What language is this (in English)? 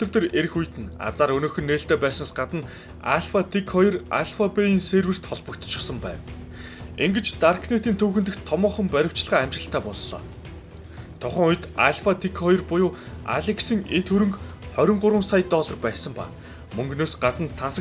Mongolian